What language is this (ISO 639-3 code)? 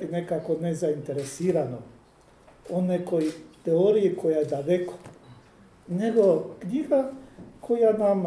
hrv